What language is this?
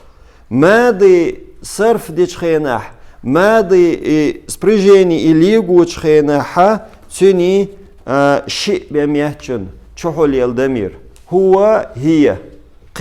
Chechen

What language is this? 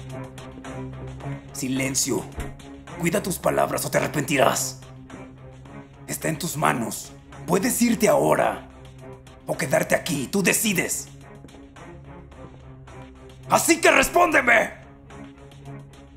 Spanish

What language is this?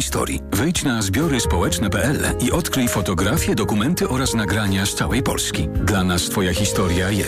Polish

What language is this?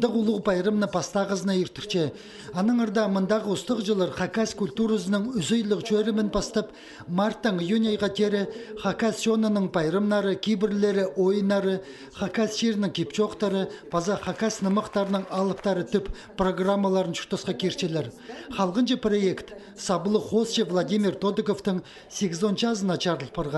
Khakas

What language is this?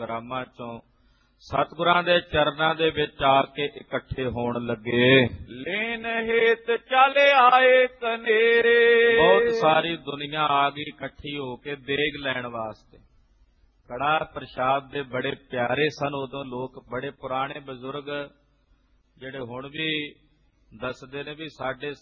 Punjabi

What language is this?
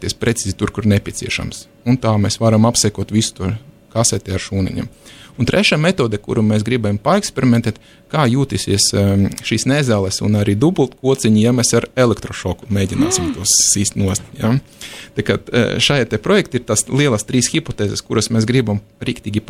Latvian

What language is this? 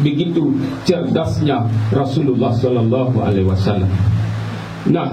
Minangkabau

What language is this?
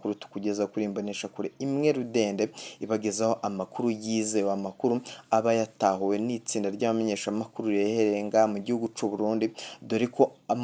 Rundi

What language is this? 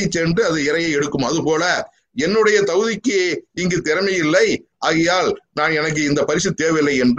Tamil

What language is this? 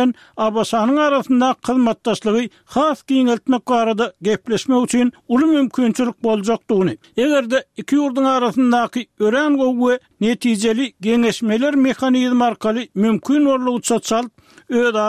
Turkmen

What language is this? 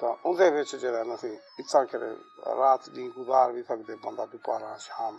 Saraiki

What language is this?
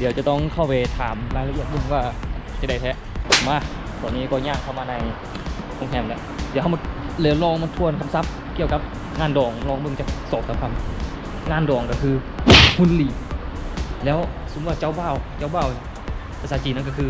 Lao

